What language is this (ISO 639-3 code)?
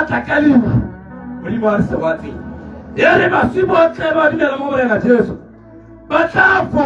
tsn